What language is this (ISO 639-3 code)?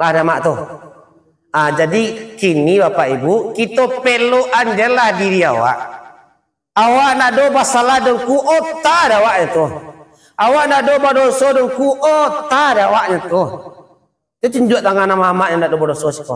min